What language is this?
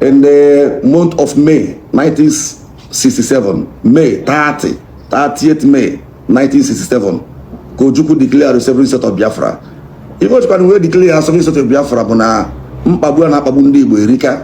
Igbo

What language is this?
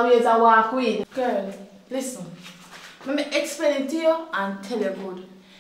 Jamaican Creole English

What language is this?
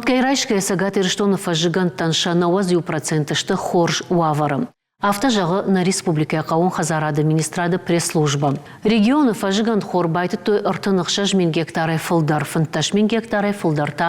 Ossetic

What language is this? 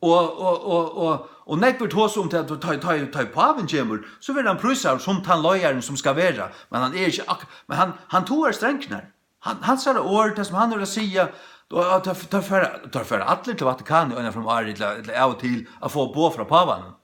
Faroese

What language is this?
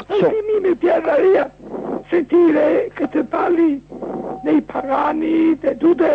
Italian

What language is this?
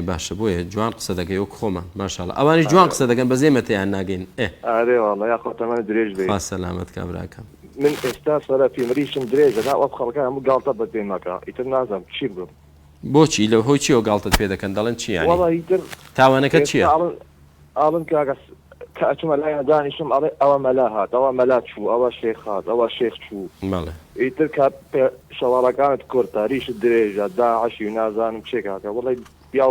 Central Kurdish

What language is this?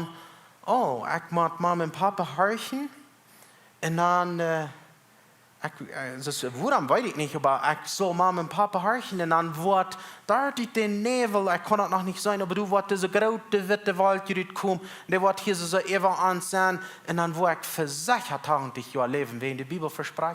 Plautdietsch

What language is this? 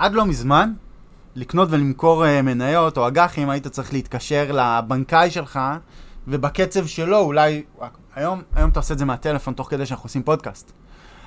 Hebrew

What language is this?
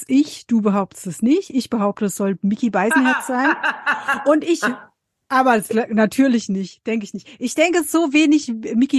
German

